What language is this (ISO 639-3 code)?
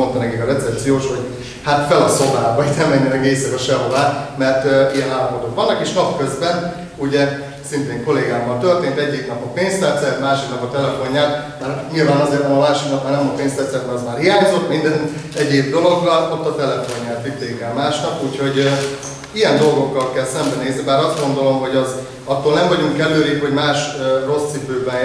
hun